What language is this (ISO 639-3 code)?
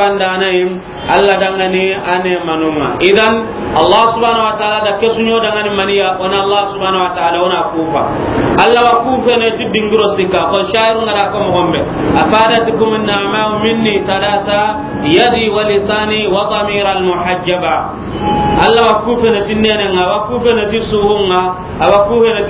snk